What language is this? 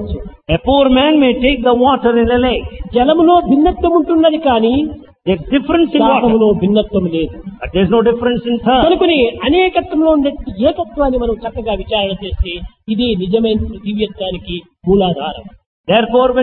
Telugu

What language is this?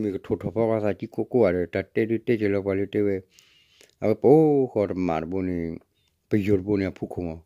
S'gaw Karen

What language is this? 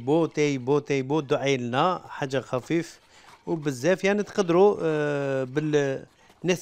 Algerian Arabic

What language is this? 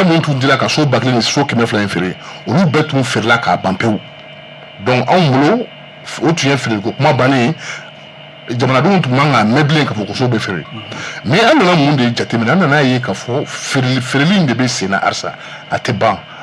Bambara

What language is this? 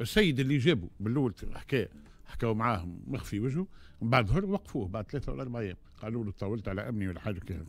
Tunisian Arabic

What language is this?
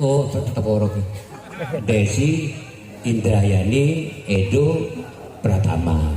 Madurese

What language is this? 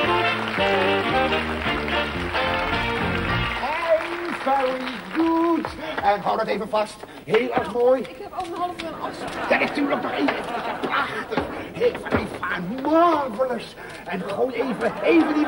Dutch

